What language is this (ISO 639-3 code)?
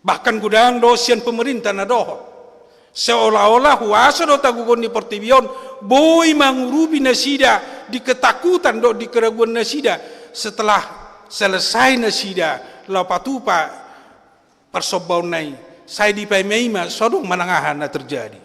bbc